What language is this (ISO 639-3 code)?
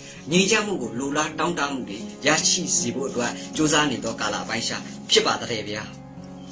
mya